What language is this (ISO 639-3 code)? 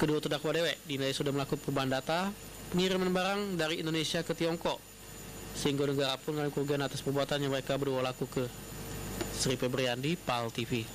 mui